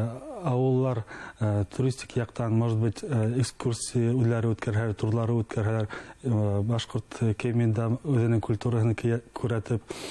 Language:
Bashkir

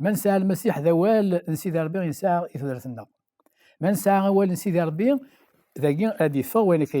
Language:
Kabyle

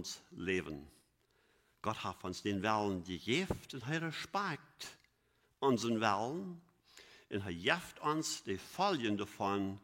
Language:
Plautdietsch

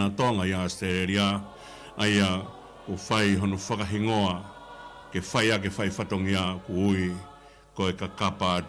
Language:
Tongan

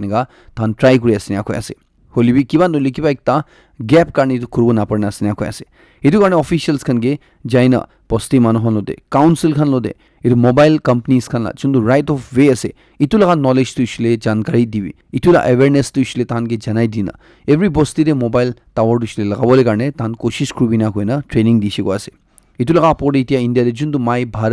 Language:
Naga Pidgin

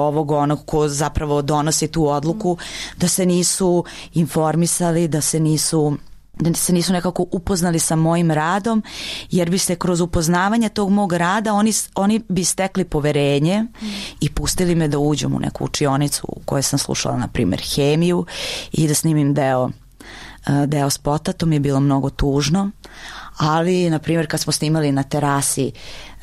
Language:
Serbian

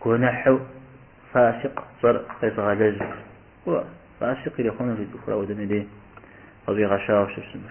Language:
Kabardian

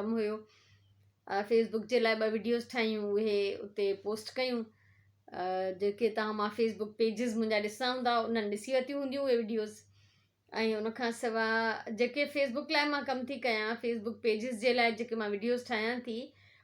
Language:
Sindhi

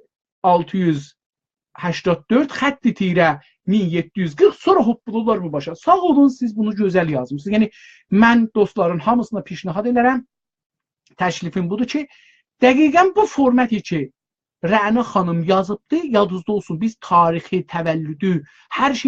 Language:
South Azerbaijani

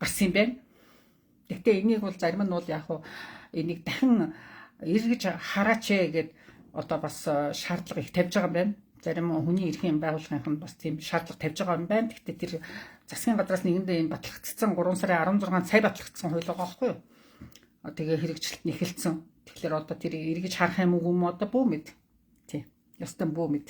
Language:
Mongolian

